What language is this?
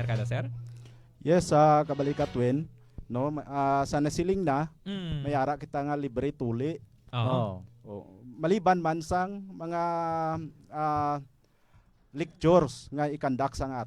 Hiligaynon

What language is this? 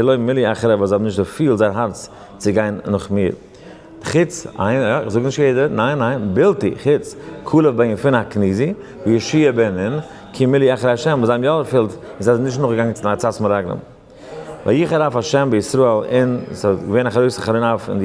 Yiddish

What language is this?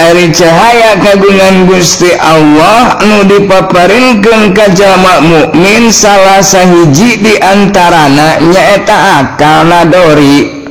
Sundanese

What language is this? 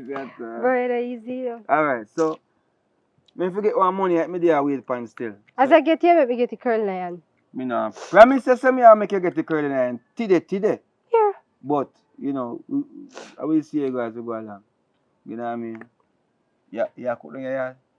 Jamaican Creole English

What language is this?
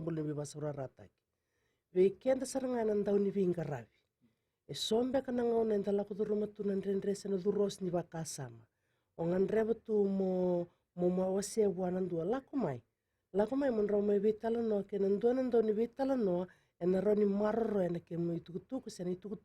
Fijian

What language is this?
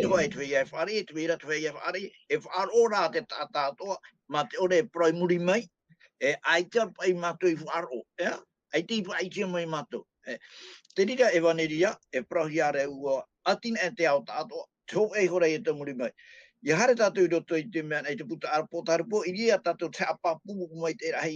Tahitian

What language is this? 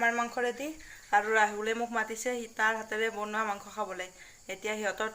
Assamese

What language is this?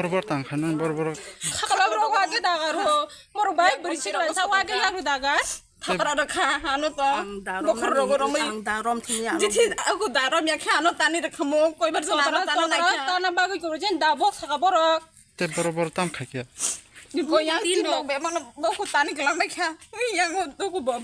Kok Borok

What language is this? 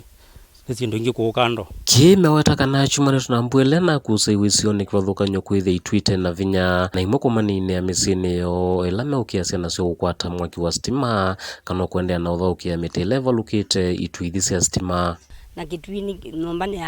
Kamba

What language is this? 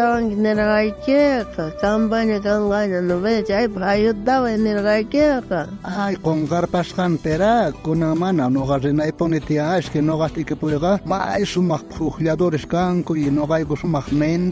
South Bolivian Quechua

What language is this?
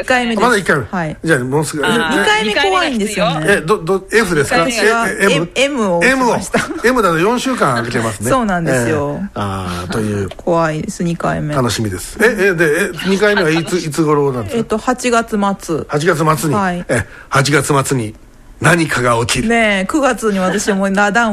Japanese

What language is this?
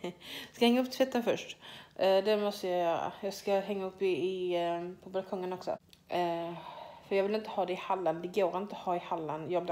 Swedish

